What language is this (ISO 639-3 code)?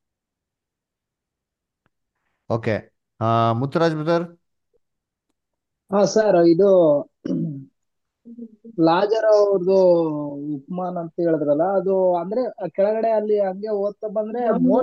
kan